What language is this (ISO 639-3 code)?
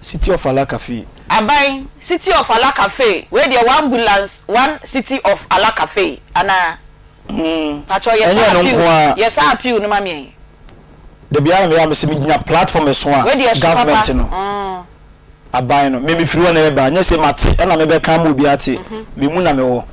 aka